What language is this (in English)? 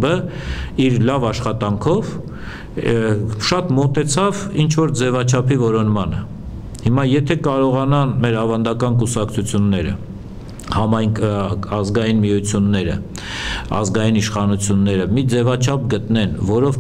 Western Armenian